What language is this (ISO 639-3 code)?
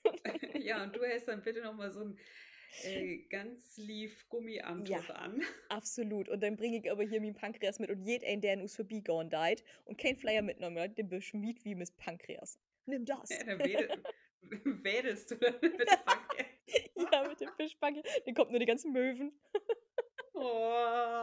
nds